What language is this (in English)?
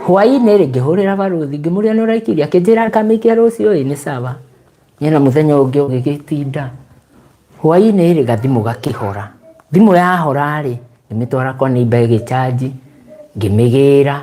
Kikuyu